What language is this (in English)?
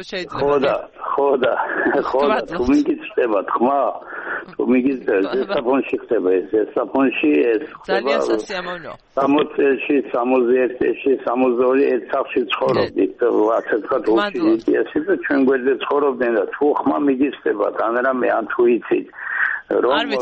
Georgian